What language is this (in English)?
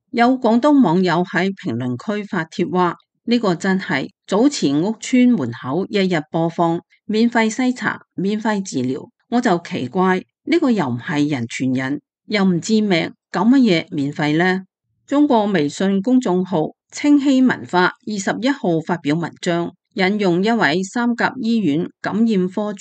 Cantonese